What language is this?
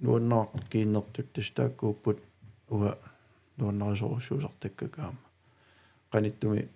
Kalaallisut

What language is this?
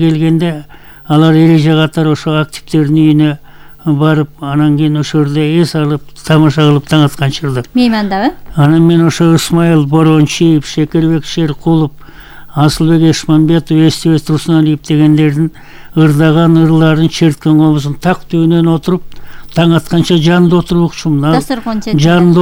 Kyrgyz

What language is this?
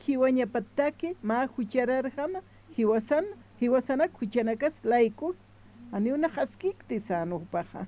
Aymara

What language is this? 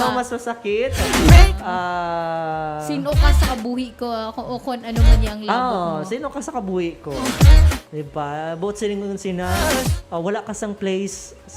Hiligaynon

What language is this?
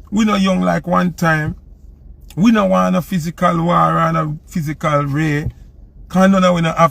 Jamaican Creole English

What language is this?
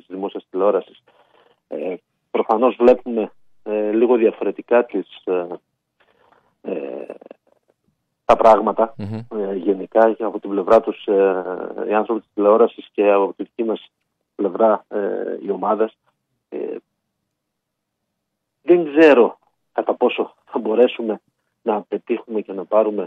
Greek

